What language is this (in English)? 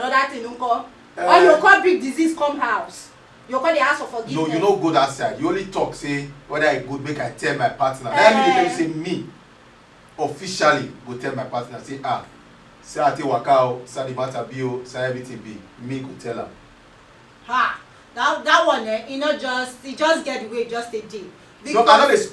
Nigerian Pidgin